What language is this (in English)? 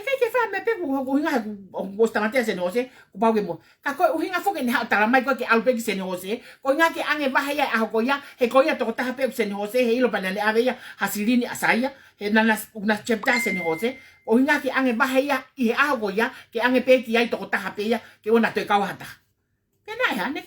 Tongan